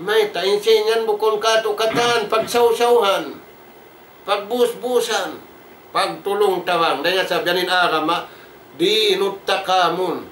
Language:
Tausug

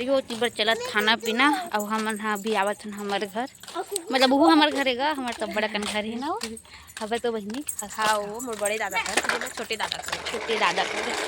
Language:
Chhattisgarhi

